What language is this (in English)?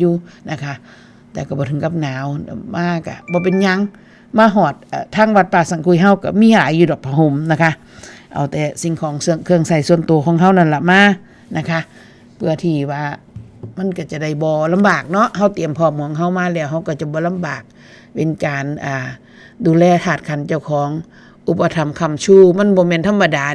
Northeastern Thai